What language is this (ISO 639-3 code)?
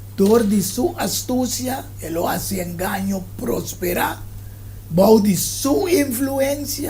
pap